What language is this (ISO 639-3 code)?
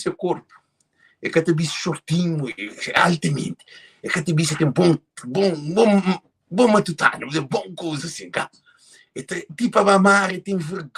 kea